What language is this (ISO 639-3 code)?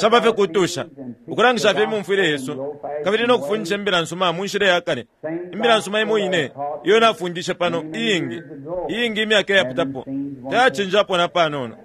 bem